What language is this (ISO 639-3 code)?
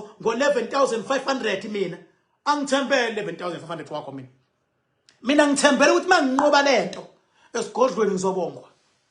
zul